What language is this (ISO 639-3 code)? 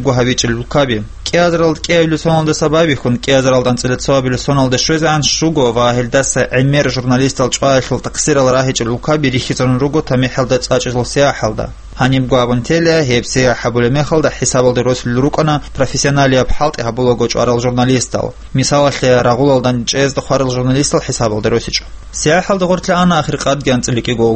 ava